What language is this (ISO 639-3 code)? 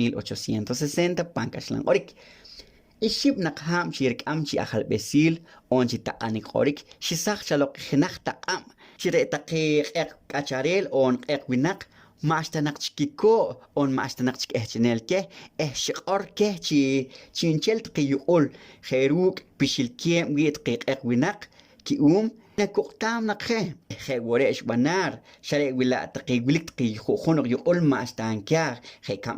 poh